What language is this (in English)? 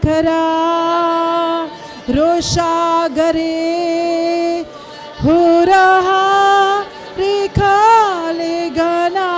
Tem